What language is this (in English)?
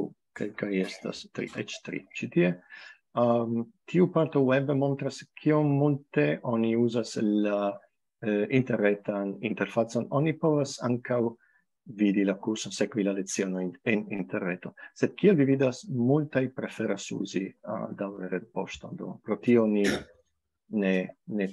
Esperanto